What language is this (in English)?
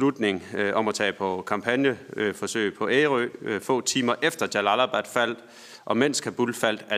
Danish